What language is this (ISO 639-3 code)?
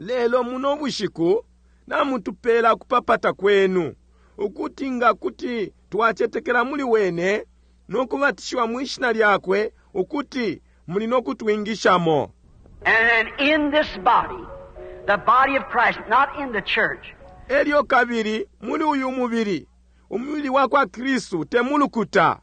bem